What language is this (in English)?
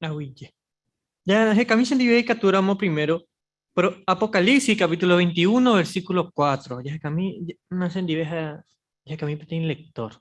Guarani